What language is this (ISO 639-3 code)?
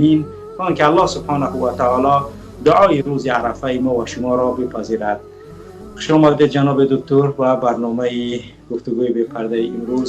fas